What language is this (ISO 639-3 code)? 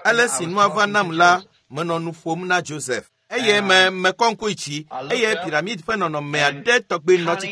ewe